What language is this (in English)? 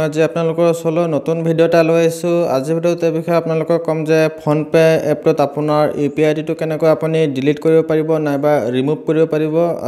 Assamese